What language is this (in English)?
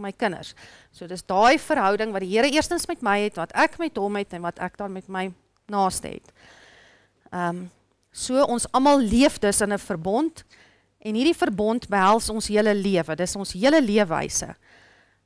Afrikaans